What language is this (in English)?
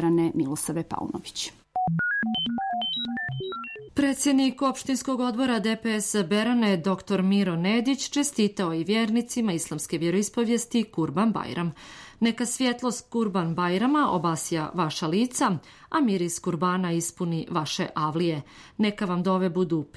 Serbian